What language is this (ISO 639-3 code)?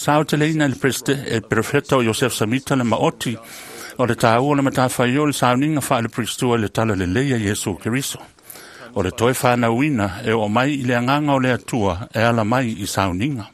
smo